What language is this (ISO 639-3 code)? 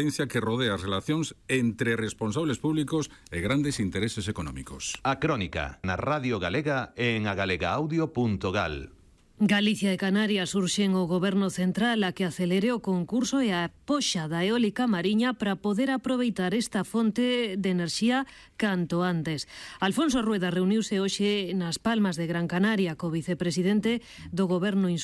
glg